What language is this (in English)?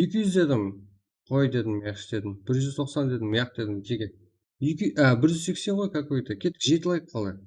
Kara-Kalpak